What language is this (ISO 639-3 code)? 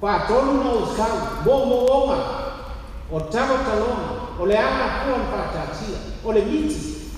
smo